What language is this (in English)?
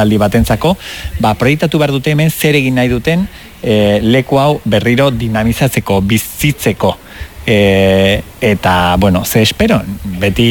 Basque